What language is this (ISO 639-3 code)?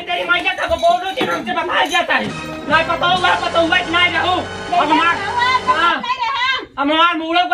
awa